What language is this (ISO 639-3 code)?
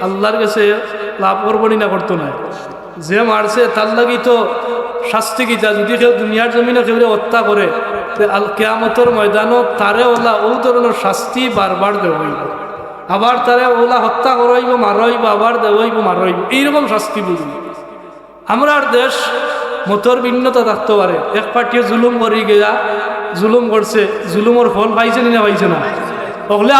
syl